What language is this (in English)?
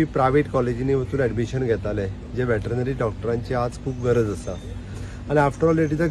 Konkani